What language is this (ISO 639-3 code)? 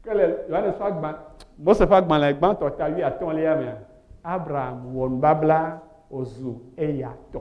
ewe